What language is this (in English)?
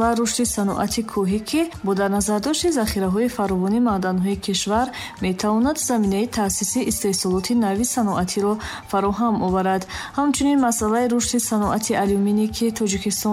Tajik